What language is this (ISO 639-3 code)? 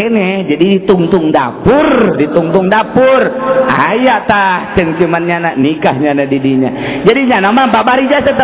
sun